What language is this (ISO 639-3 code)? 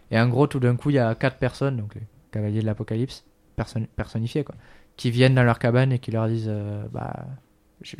fra